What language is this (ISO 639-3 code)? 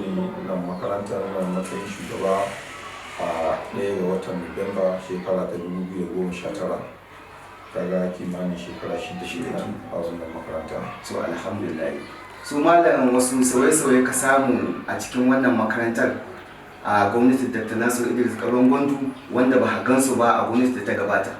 hau